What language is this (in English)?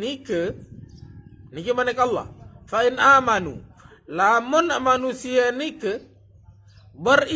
Sasak